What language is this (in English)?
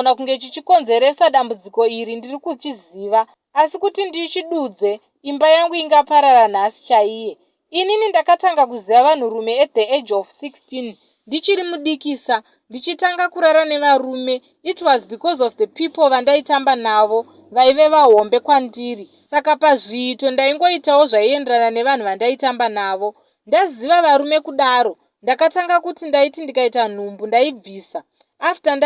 Shona